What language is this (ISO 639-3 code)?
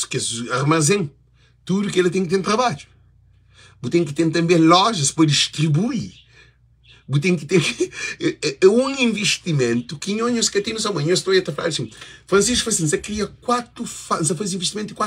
kea